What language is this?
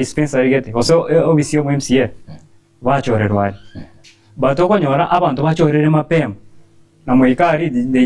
Gusii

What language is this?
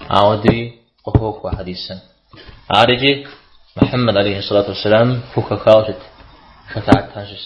Kabardian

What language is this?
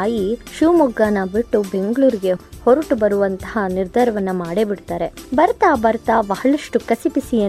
Kannada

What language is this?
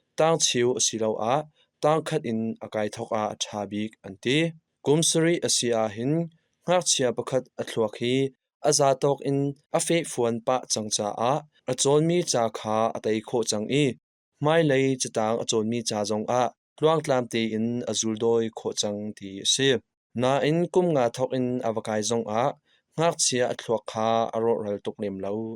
Hakha Chin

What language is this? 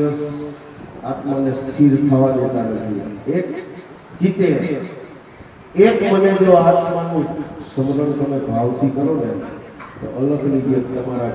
Gujarati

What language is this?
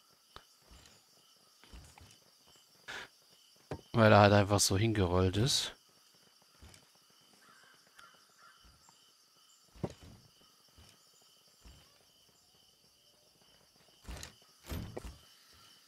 German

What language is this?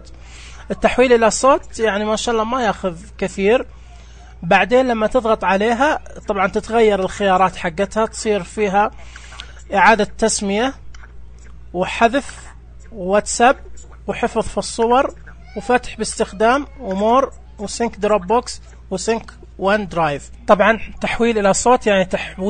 Najdi Arabic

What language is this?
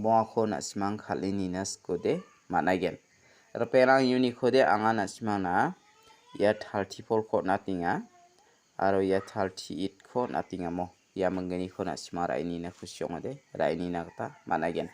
Garo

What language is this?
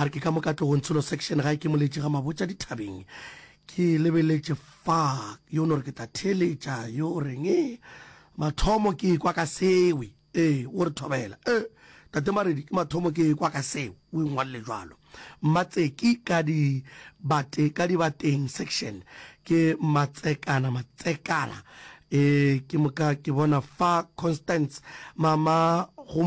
Northern Sotho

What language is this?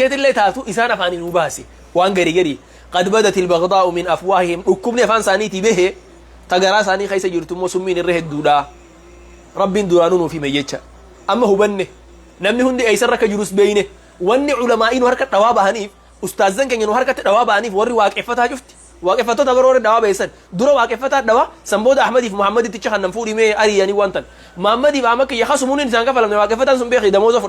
Oromo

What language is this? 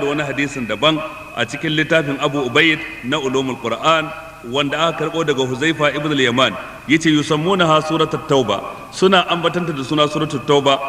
Hausa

